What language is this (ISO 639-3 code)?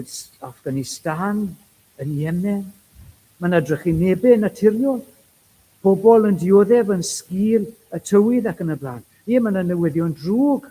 cym